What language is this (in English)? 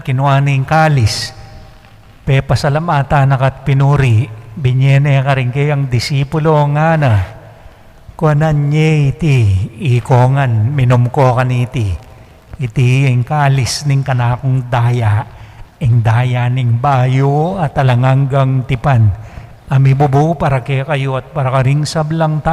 Pampanga